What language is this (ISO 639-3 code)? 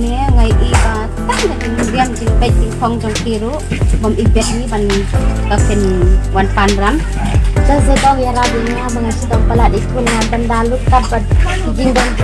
kha